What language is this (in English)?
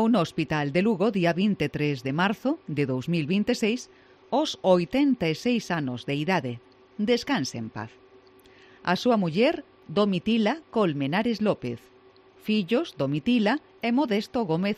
Galician